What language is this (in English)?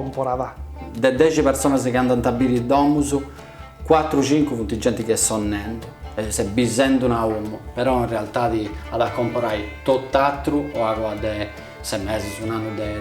Sardinian